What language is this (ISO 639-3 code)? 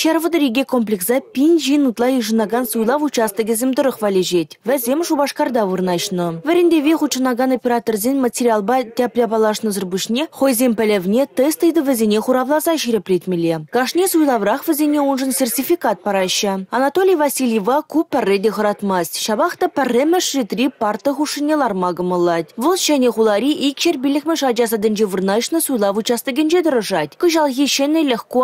chv